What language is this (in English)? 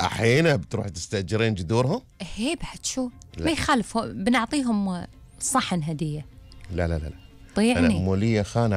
Gulf Arabic